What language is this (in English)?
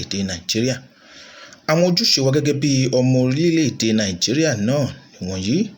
Yoruba